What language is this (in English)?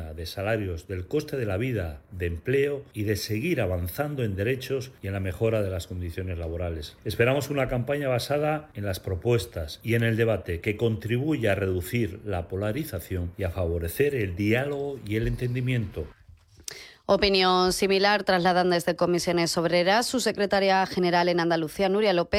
Spanish